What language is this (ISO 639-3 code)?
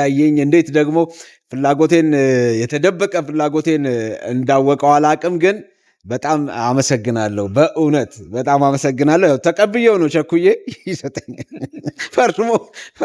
amh